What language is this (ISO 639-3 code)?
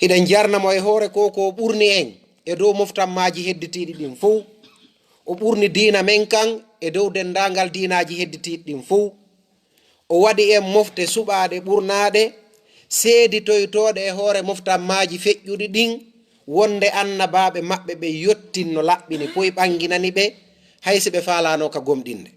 ful